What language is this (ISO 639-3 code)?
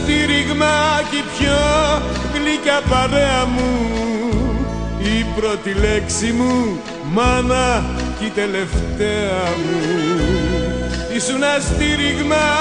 ell